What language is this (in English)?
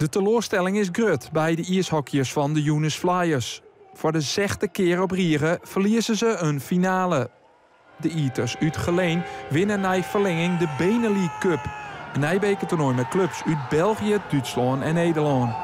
Western Frisian